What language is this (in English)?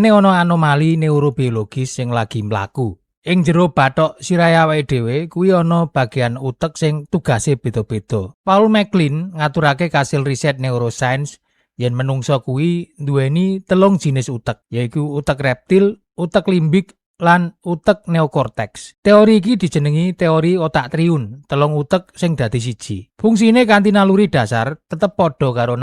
Javanese